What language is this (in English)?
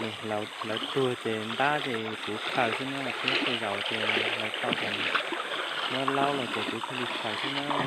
Hmong